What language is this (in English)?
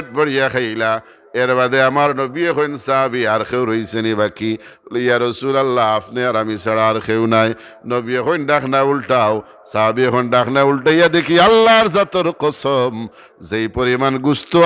Sylheti